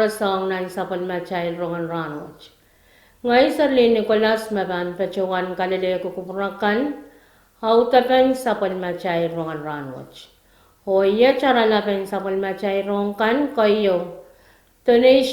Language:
Pohnpeian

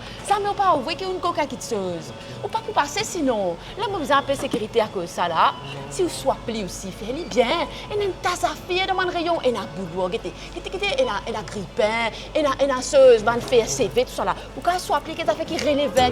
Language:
Morisyen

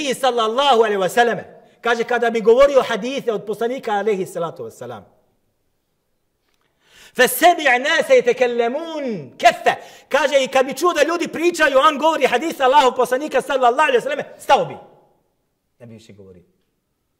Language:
Bosnian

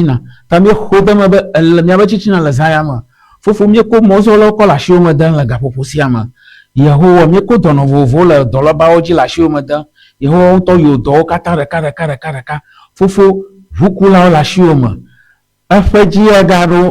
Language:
Ewe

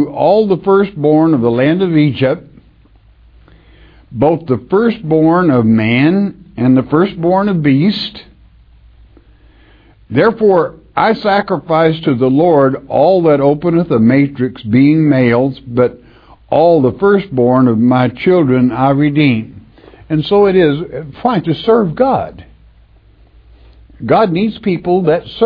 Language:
English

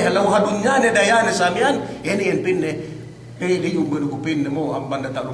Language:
Yakan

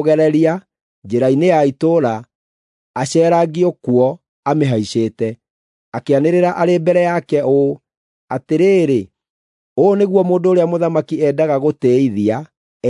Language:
Kikuyu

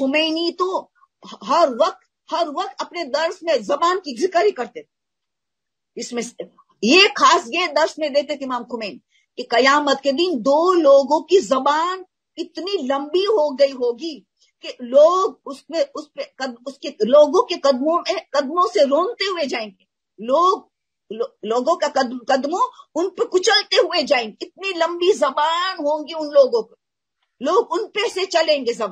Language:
Urdu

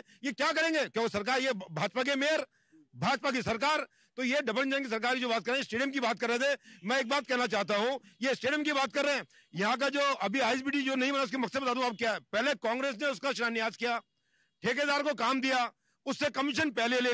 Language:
Hindi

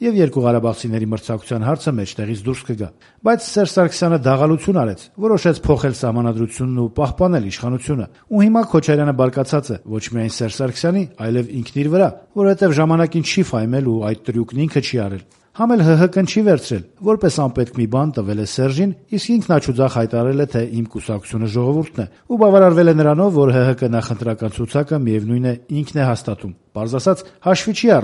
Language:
Armenian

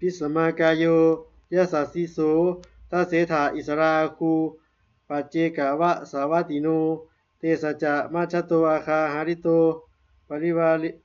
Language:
Pali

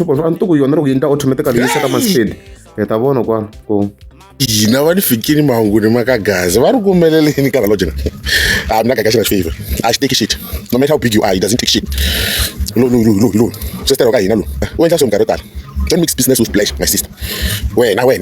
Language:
Tsonga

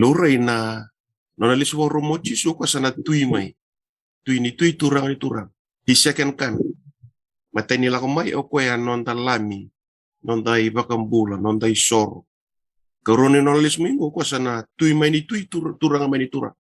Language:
Fijian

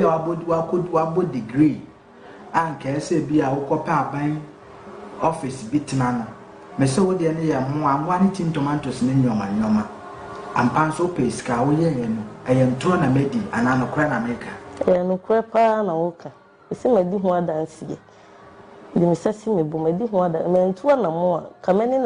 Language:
Akan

